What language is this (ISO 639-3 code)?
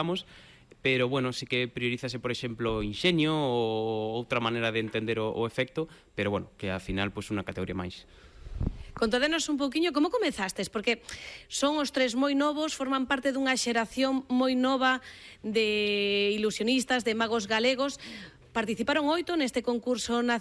glg